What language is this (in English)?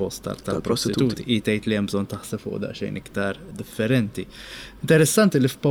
Maltese